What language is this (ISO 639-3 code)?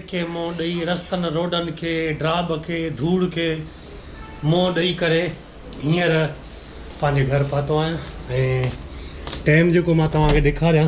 snd